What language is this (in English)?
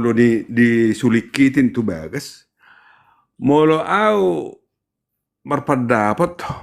Batak Toba